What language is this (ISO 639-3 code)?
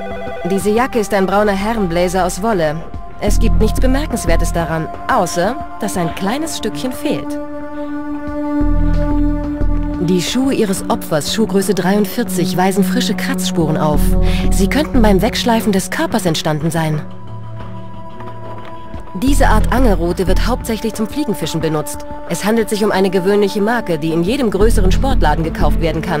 deu